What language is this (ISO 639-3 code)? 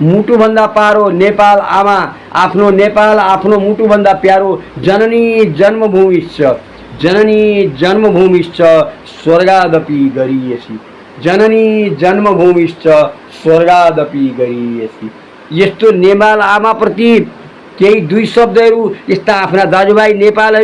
nep